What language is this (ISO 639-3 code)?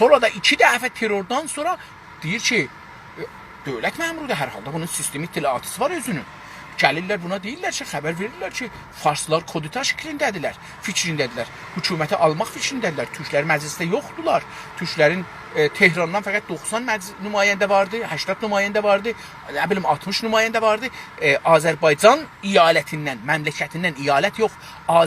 azb